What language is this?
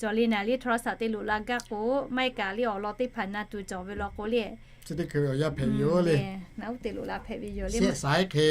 Lahu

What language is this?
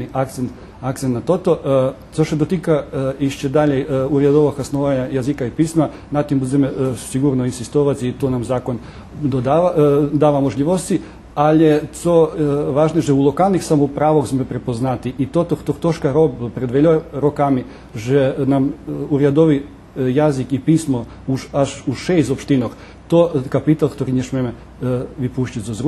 Rusyn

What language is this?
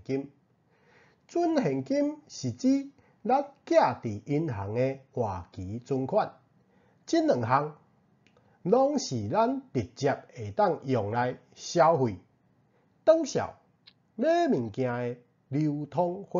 Min Nan Chinese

